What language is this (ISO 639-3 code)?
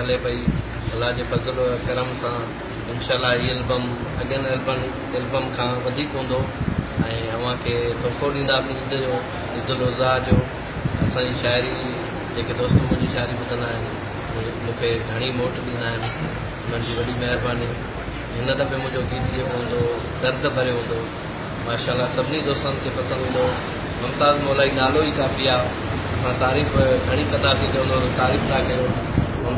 snd